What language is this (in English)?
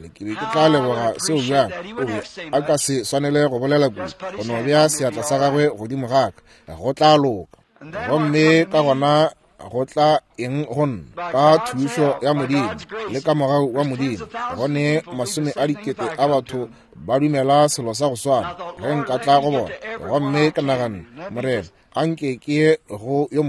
Northern Sotho